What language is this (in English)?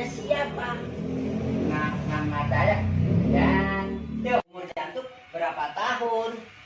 Betawi